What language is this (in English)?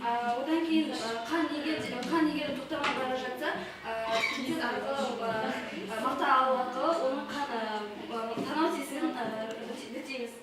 Kazakh